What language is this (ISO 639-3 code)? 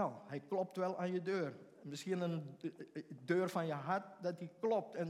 nld